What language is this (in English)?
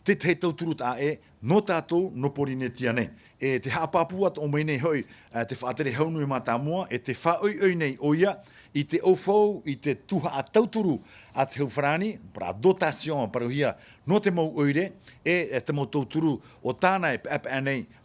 Tahitian